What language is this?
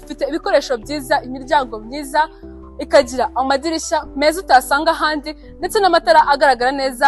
Kinyarwanda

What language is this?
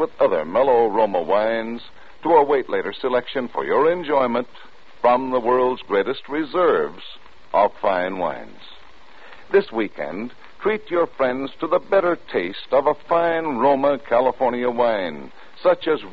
English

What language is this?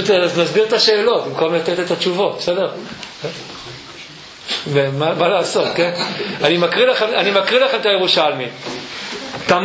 Hebrew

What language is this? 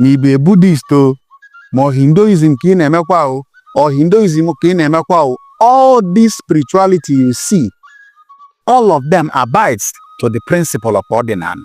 Igbo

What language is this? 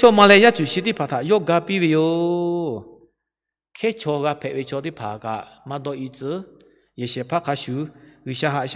Lahu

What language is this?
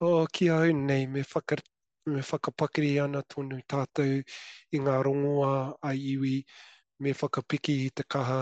Māori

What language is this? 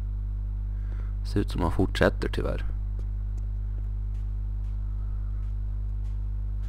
Swedish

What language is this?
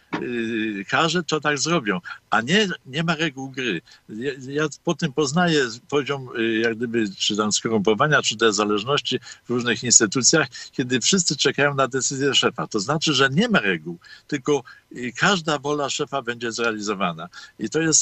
Polish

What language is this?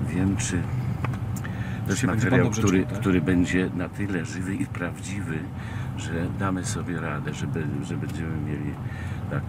Polish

